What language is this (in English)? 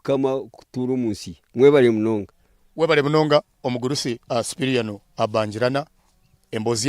Nyankole